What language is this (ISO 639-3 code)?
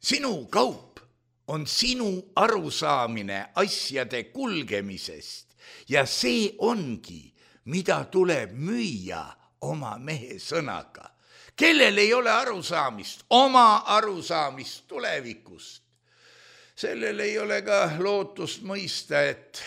est